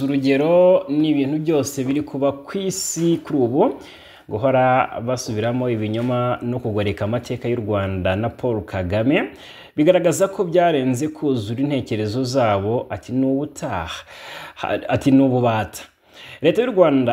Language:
Kinyarwanda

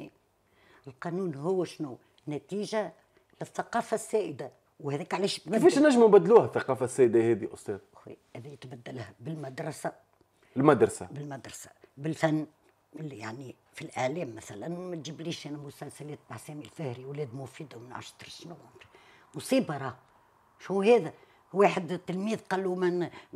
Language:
Tunisian Arabic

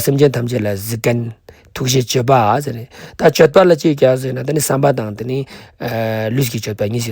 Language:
Ladakhi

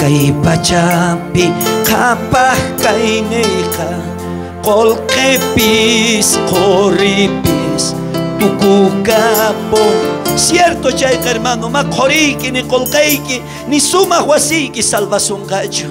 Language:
South Bolivian Quechua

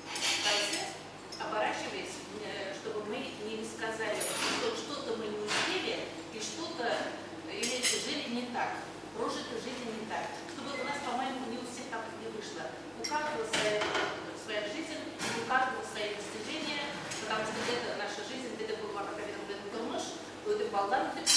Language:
Bashkir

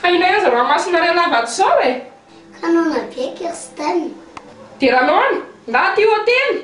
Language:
Malagasy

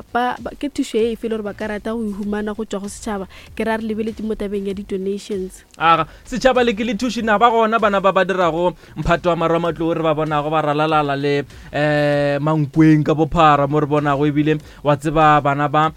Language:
Northern Sotho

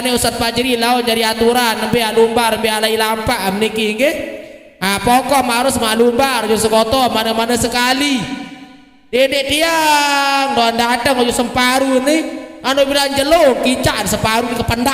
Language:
Sasak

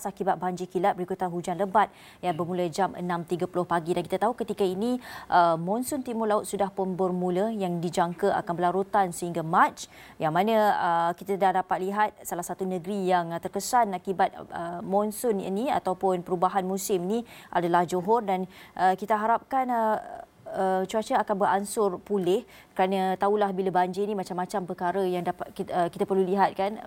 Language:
Malay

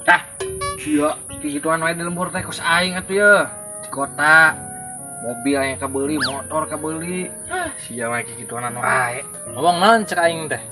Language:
Sundanese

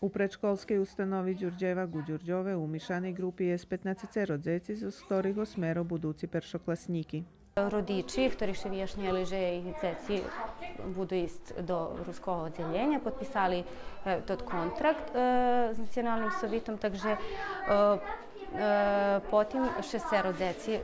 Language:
Rusyn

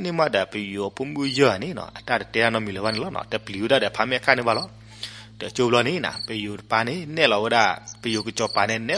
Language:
S'gaw Karen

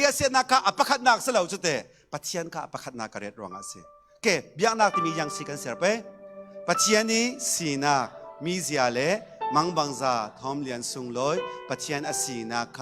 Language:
Falam Chin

